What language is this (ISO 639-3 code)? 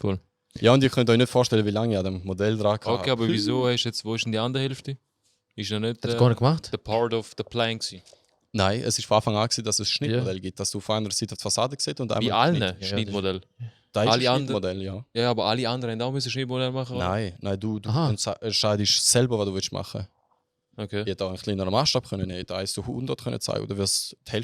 gsw